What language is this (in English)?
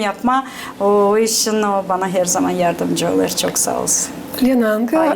Gagauz